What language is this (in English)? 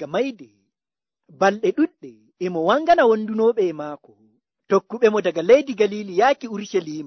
Nigerian Fulfulde